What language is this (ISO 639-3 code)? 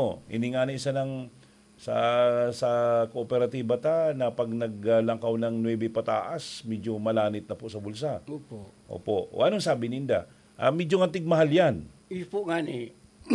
bik